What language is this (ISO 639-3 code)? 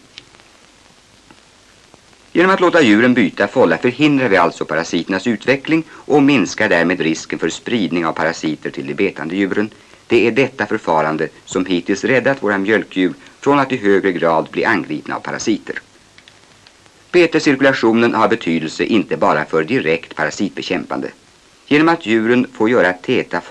swe